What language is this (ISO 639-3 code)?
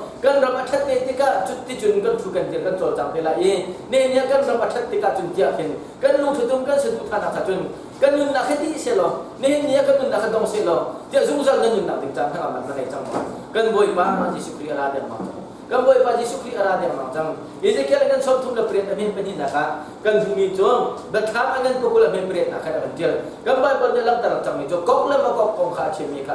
cnh